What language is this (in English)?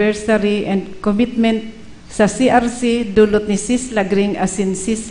Bikol